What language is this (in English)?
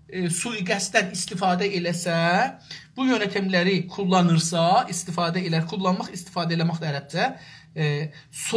South Azerbaijani